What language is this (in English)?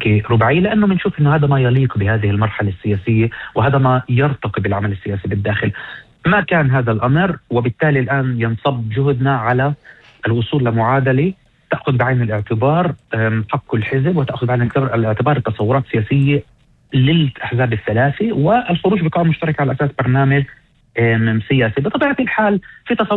North Levantine Arabic